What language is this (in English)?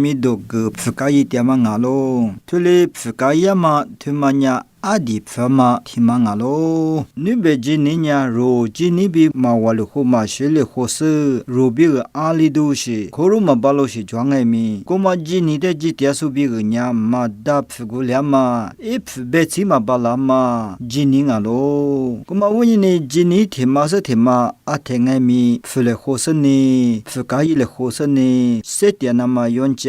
Lisu